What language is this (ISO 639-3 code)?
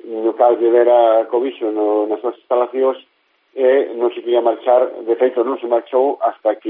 glg